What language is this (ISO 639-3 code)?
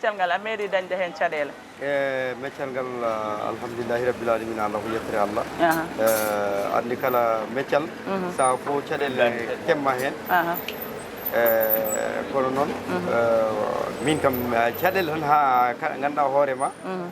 ful